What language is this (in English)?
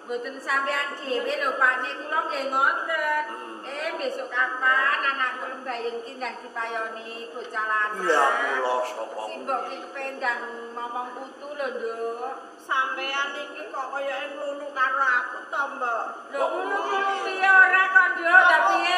Javanese